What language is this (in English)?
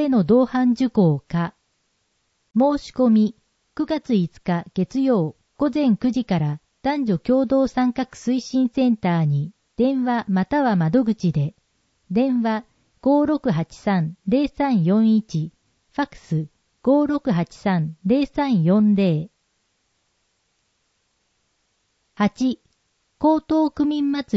Japanese